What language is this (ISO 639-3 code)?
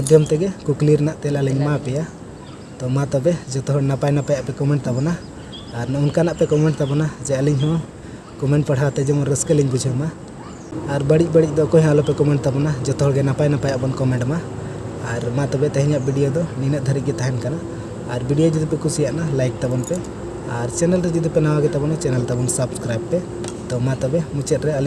sat